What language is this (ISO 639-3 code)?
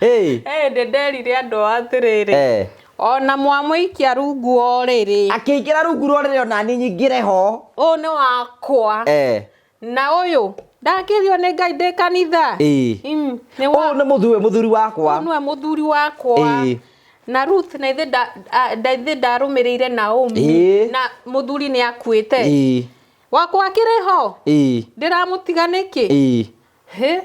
kik